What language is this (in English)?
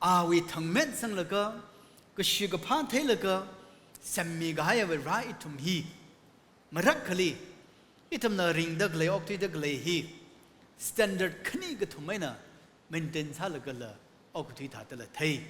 Tangkhul Naga (India)